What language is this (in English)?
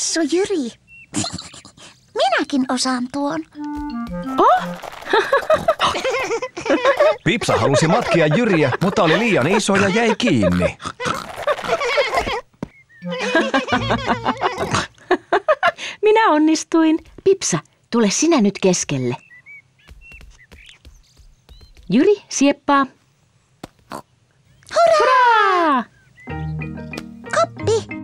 Finnish